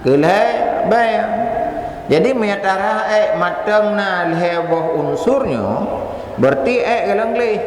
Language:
Achinese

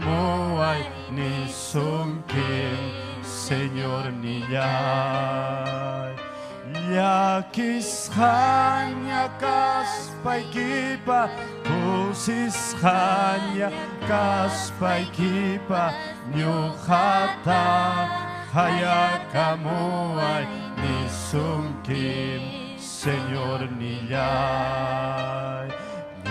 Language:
Ayacucho Quechua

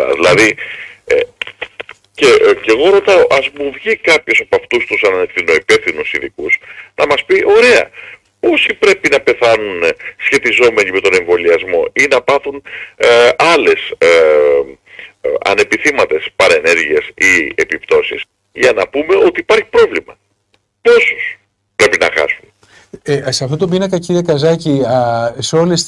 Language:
Greek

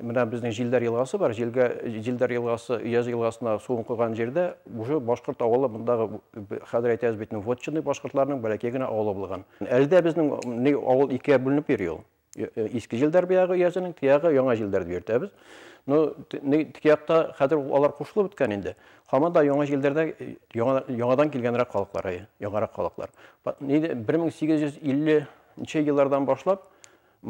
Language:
Bashkir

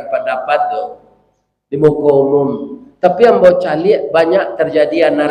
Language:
Minangkabau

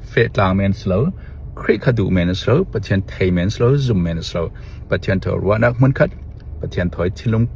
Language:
Falam Chin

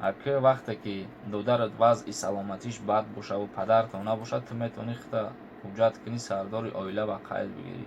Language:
Tajik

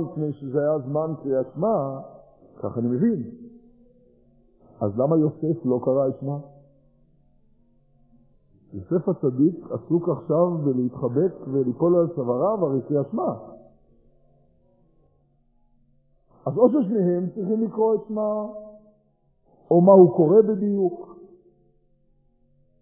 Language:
Hebrew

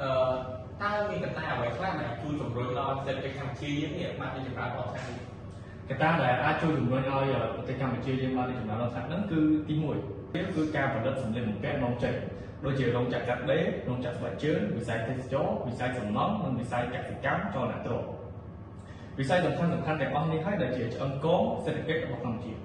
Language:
Khmer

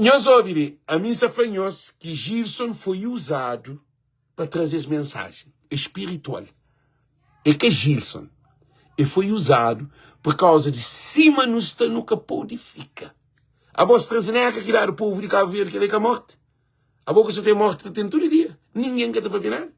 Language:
Kabuverdianu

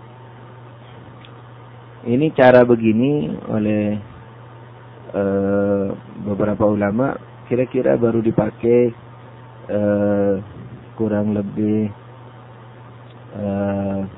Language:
Indonesian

